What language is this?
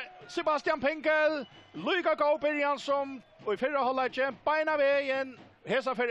Faroese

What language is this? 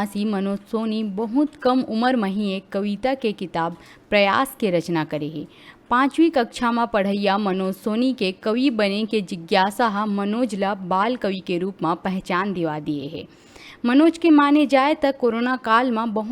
Chhattisgarhi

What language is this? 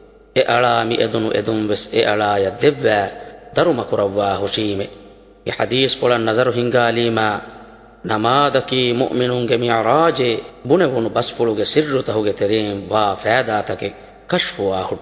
Divehi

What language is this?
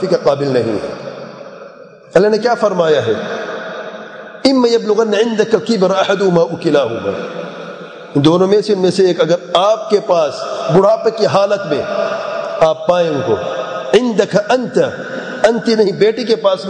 Urdu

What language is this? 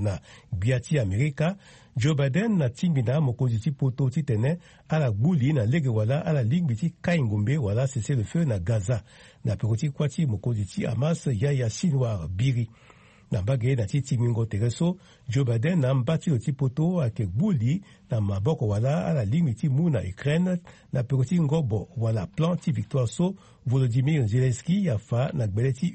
Sango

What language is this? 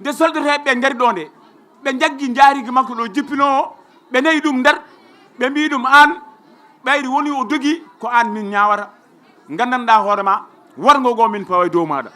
Fula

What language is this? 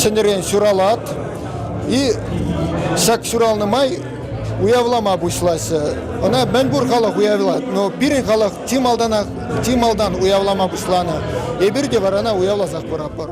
Chuvash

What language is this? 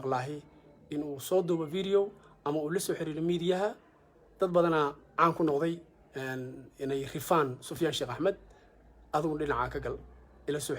Somali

